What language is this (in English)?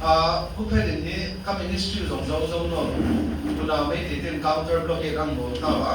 Tedim Chin